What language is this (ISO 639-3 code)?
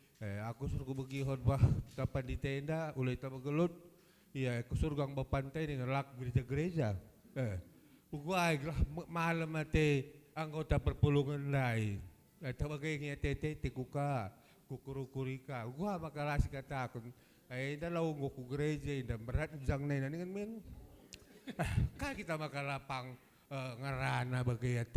btx